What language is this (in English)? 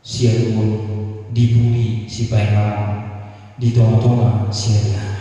Batak Toba